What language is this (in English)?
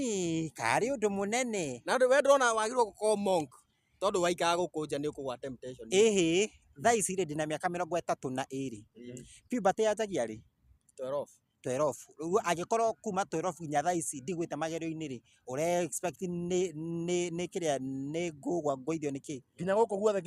Kikuyu